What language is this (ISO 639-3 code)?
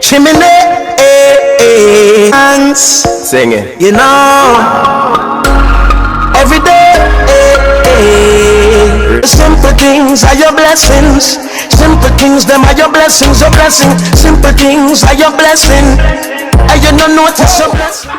jam